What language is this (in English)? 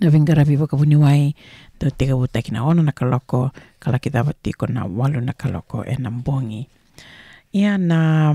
Fijian